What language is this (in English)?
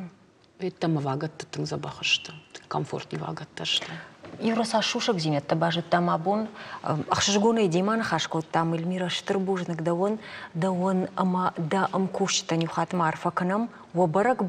Ossetic